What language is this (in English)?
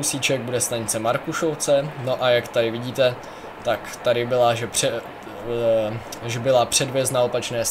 Czech